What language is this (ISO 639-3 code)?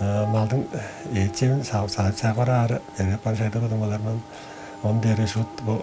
tyv